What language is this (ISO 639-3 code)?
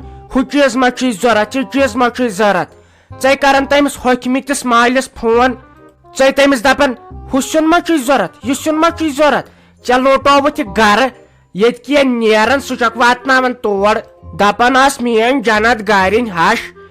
kas